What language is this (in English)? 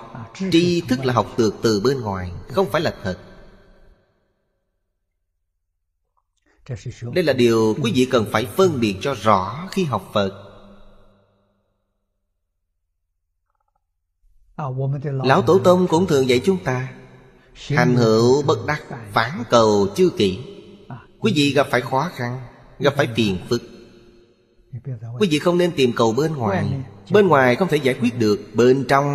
Vietnamese